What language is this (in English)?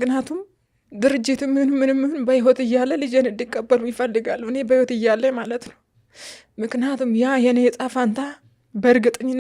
Amharic